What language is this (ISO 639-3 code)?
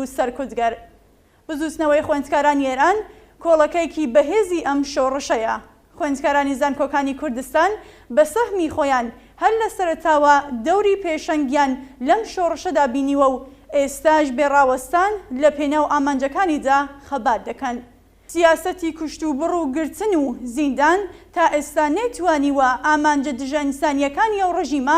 ckb